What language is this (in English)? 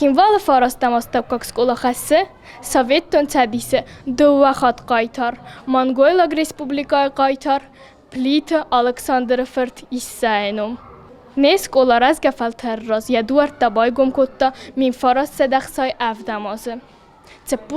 Ossetic